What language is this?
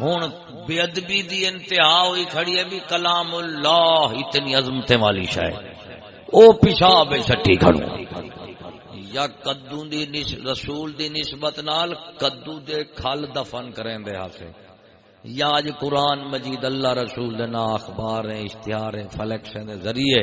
Saraiki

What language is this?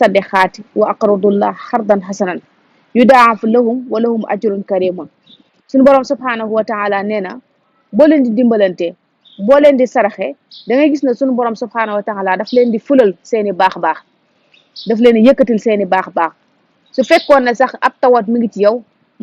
Wolof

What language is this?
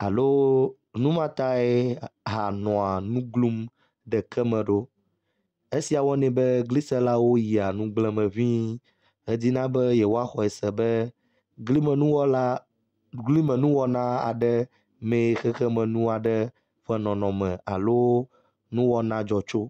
Ewe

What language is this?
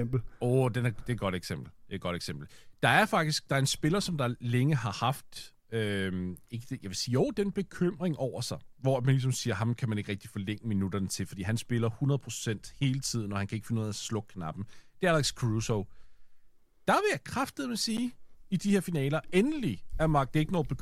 Danish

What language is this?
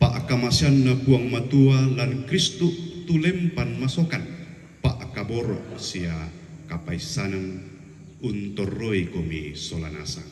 Toraja-Sa'dan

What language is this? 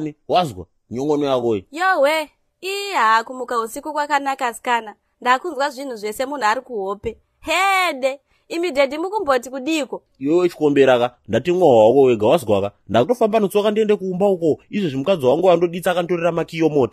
Shona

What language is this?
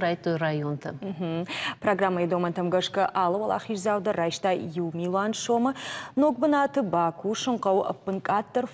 Ossetic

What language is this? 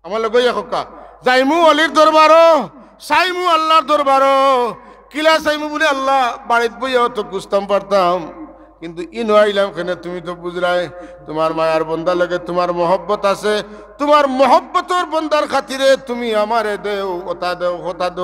Sylheti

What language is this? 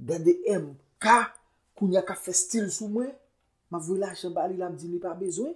Haitian Creole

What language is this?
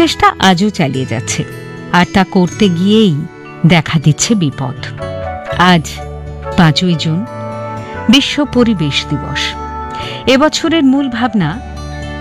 Bangla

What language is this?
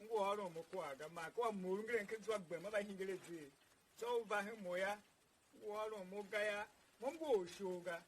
Tiv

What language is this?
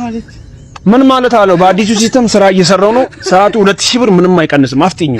Amharic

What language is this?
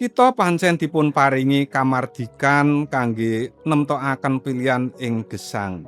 Javanese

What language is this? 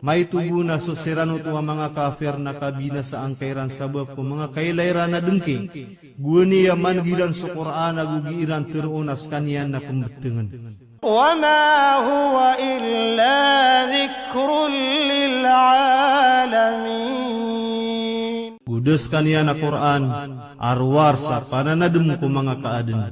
Maranao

